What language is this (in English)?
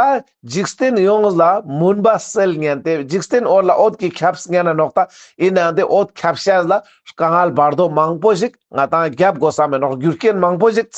Ladakhi